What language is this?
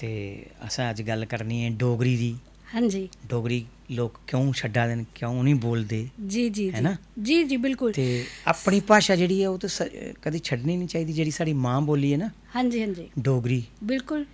Dogri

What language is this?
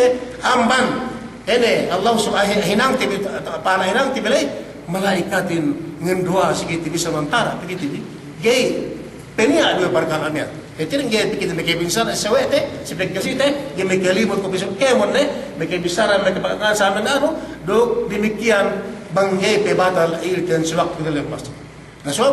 Yakan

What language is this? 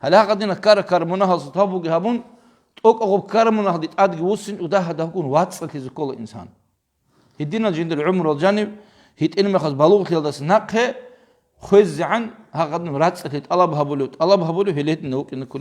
Avaric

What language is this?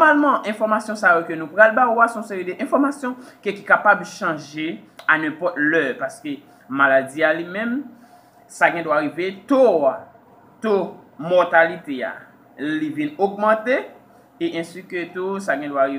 Haitian Creole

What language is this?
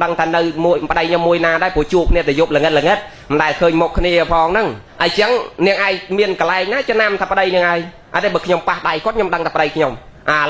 Khmer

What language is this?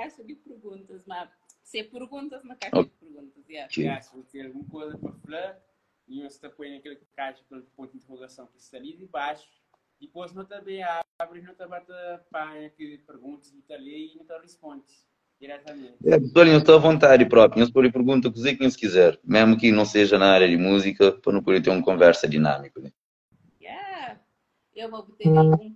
Kabuverdianu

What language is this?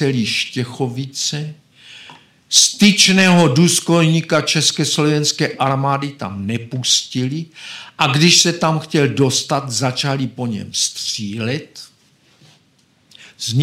Czech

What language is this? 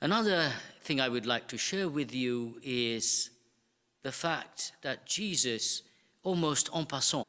English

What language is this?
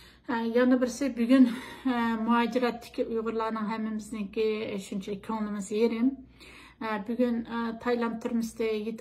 Uyghur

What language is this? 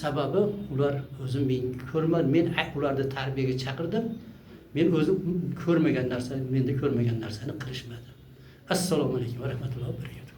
Uzbek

